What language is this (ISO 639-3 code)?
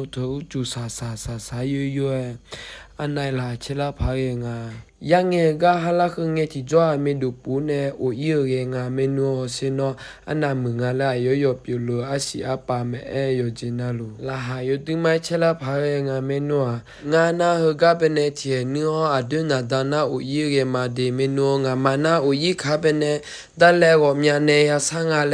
ahk